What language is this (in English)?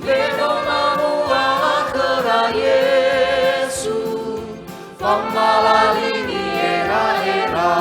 Nias